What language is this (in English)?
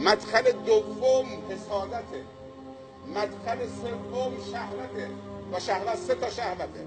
Persian